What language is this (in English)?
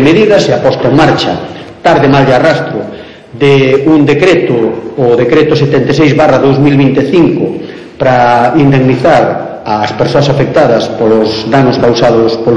Galician